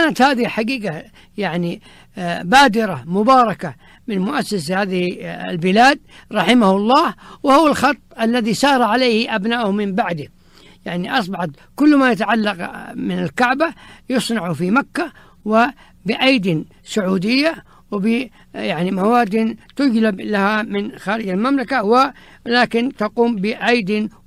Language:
Arabic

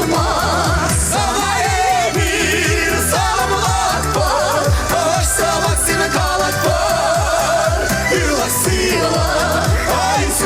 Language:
Chuvash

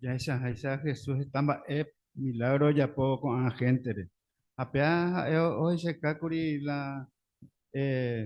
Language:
Guarani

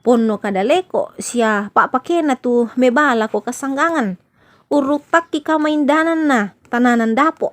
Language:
Toraja-Sa'dan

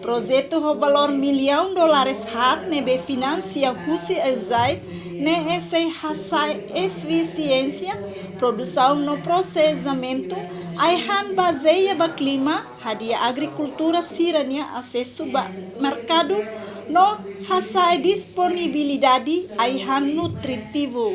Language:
Tetum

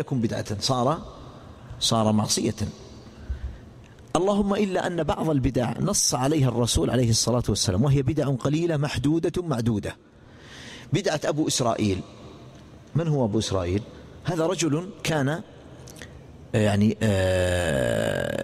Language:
Arabic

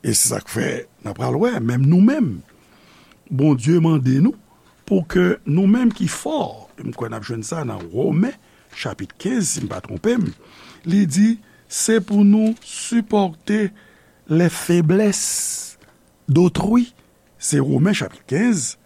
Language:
Haitian Creole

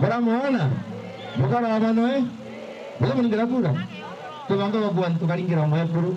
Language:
Meru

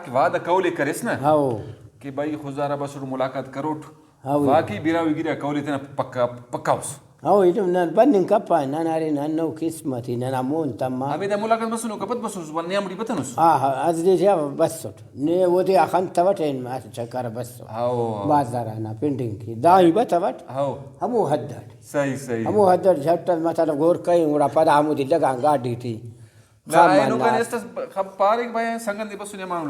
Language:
Brahui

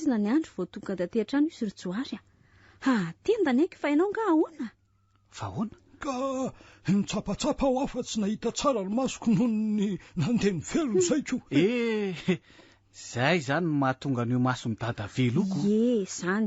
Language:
Malagasy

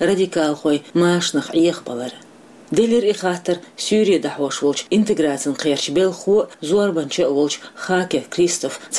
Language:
Chechen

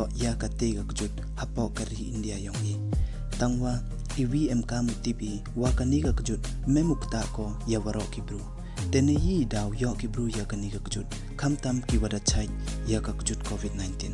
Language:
Pnar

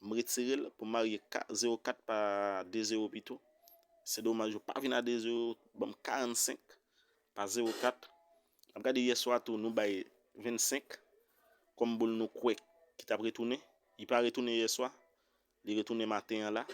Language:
Haitian Creole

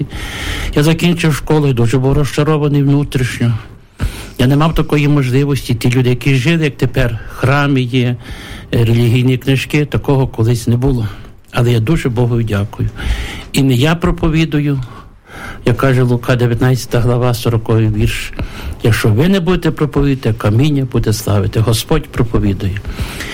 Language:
Ukrainian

